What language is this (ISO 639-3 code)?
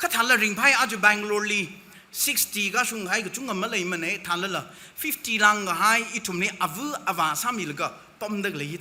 nmf